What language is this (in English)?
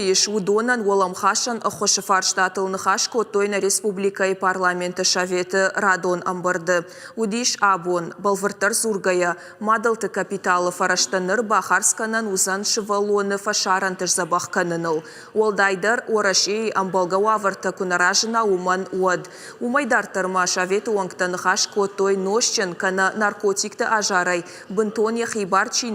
Ossetic